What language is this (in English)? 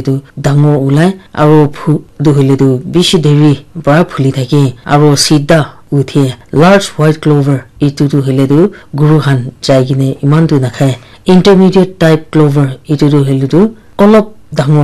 Naga Pidgin